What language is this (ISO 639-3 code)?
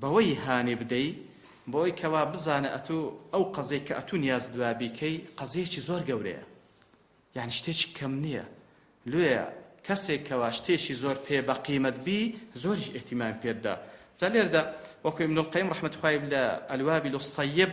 ckb